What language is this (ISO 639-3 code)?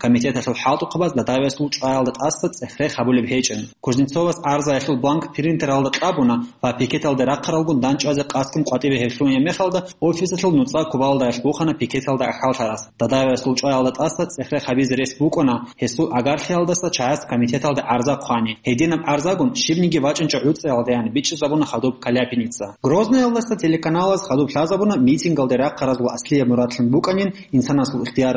ava